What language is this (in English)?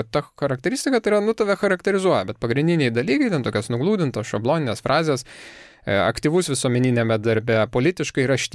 Lithuanian